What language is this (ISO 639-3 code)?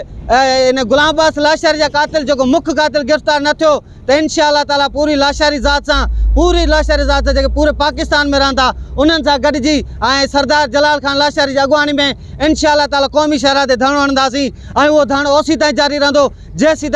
snd